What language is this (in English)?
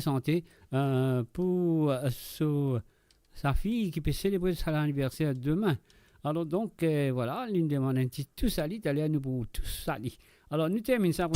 Morisyen